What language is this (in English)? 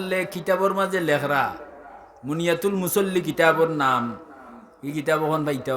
Sylheti